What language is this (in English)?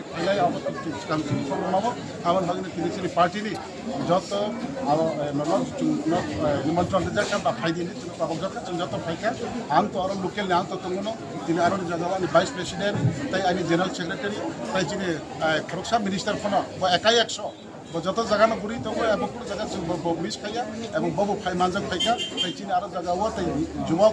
Riang (India)